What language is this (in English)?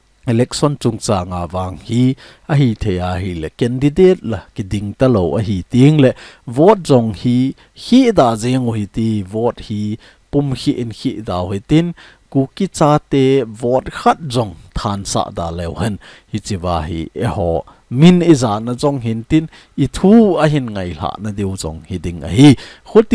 Thado Chin